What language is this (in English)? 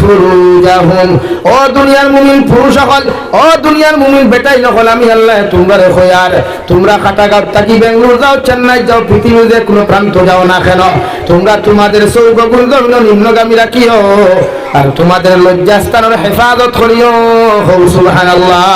Sylheti